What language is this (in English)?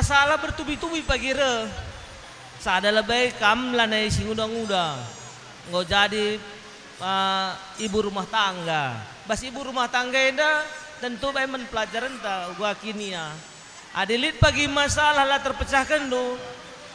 Batak Karo